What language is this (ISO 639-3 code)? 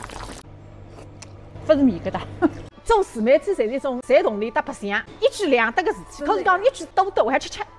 wuu